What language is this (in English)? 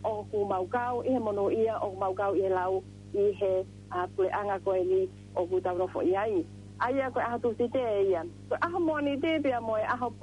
Tongan